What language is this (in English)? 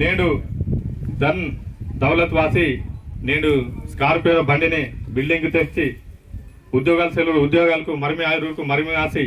Aheri Gondi